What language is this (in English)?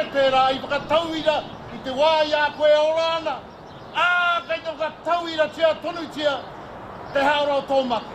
Māori